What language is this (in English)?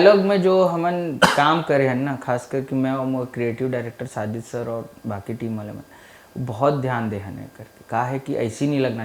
Chhattisgarhi